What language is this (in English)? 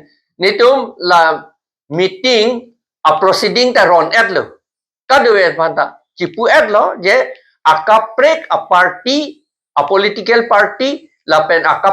Karbi